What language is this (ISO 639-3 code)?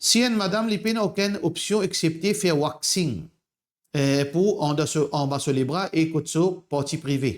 mfe